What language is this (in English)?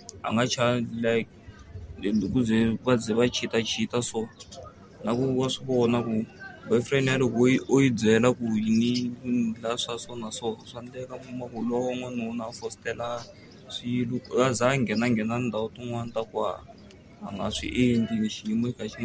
Tsonga